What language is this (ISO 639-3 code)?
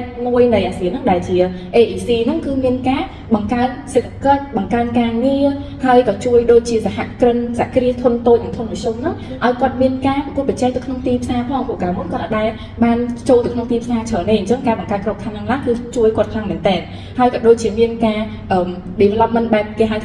khm